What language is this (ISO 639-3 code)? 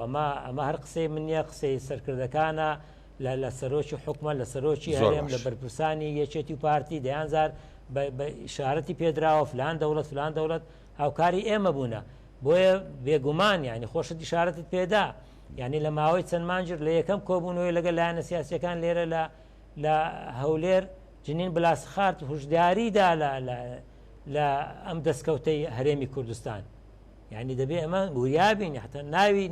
ckb